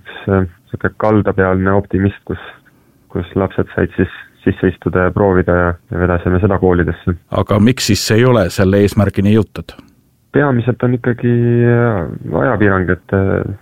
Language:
Estonian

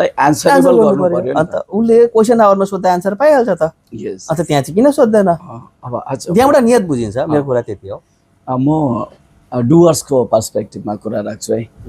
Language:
Nepali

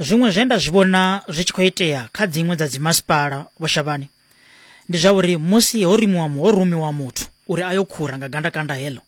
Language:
Venda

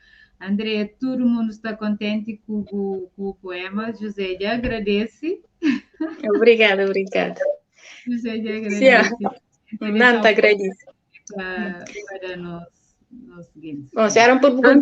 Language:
Kabuverdianu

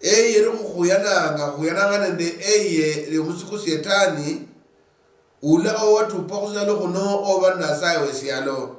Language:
Luyia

